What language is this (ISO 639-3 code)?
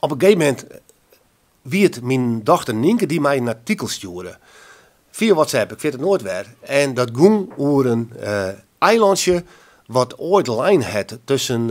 fry